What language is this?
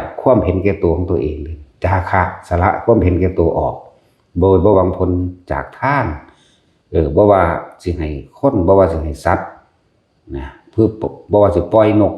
Lao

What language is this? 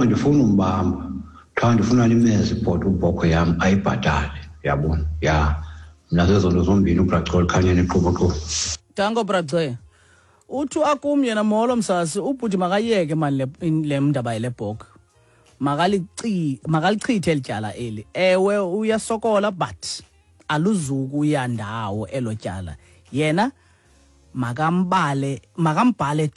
Xhosa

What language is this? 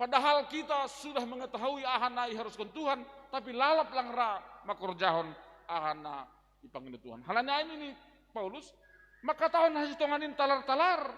Batak Simalungun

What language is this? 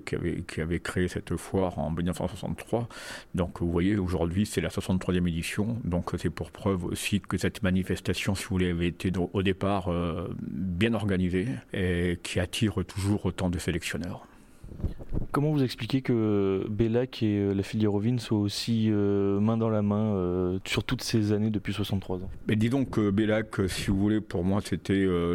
French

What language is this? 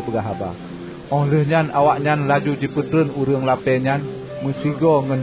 Achinese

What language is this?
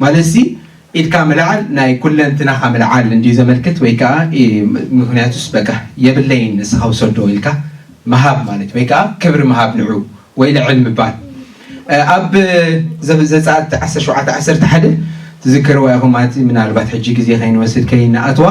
Tigrinya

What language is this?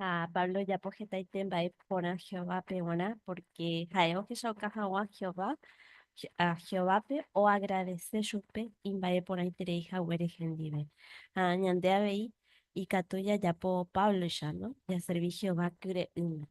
Guarani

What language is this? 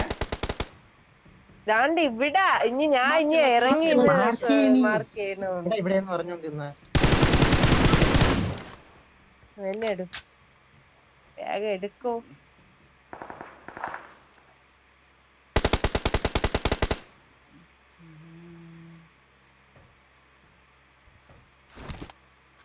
Malayalam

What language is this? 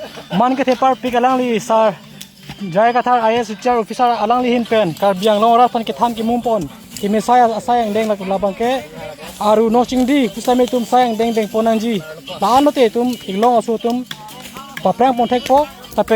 Karbi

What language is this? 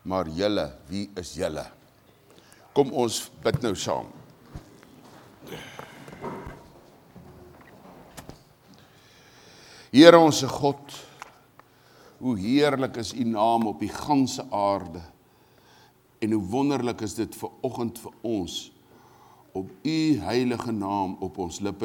Afrikaans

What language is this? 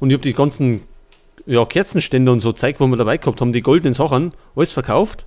Bavarian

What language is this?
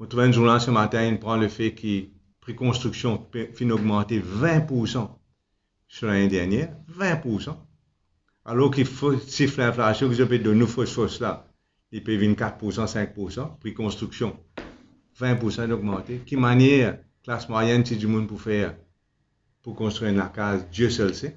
Morisyen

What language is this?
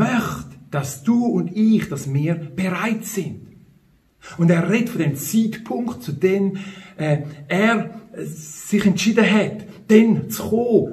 Swiss German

